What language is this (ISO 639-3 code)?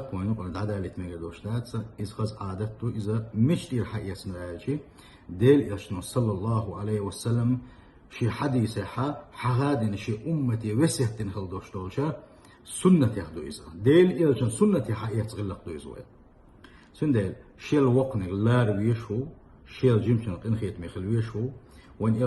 che